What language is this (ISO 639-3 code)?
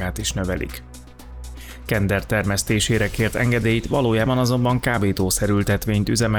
hun